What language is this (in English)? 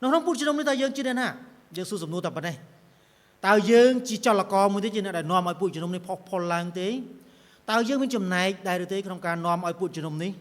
Khmer